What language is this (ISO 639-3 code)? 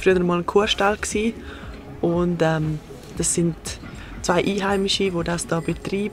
gsw